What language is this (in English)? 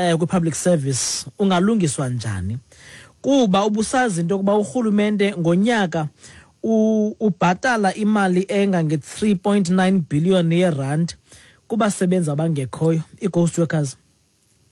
Xhosa